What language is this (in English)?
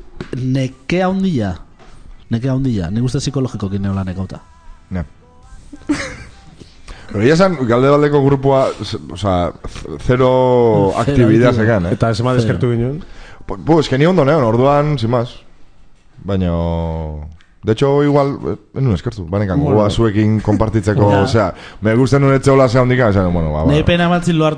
Basque